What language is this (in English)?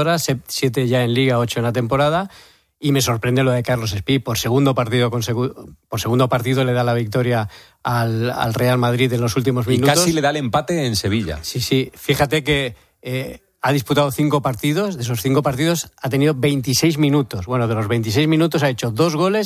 Spanish